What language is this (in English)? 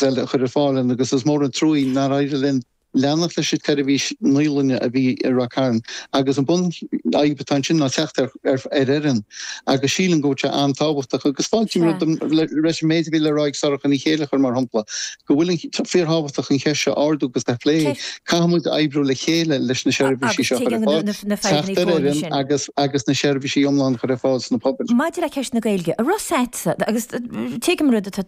Irish